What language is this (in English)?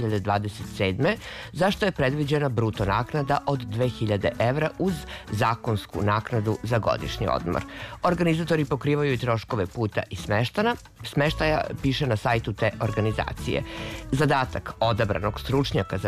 Serbian